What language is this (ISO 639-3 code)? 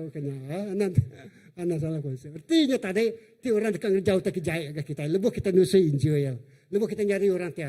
iba